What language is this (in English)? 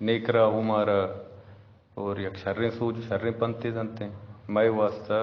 Eastern Balochi